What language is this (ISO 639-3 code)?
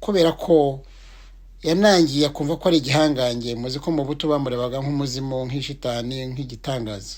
kin